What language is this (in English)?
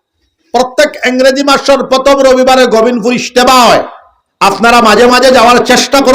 Sylheti